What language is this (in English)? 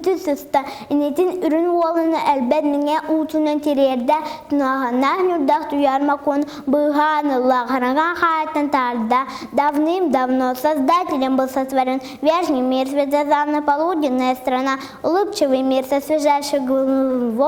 Yakut